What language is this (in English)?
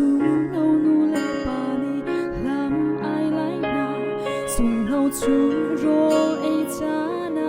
Hakha Chin